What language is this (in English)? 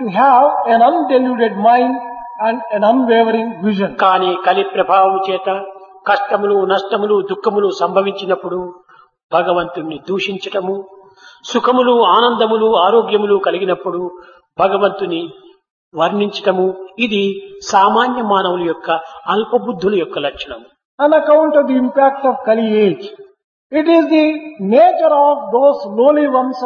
Telugu